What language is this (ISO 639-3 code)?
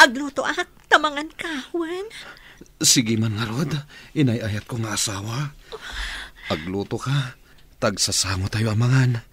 ilo